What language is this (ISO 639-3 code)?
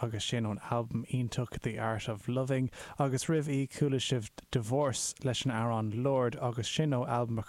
gle